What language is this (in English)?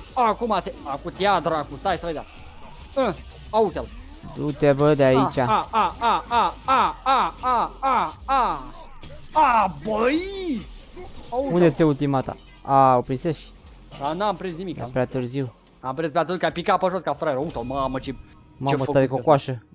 Romanian